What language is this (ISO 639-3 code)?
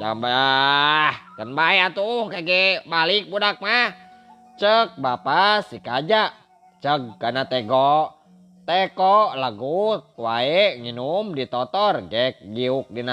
sun